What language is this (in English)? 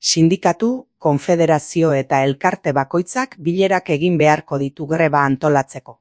Basque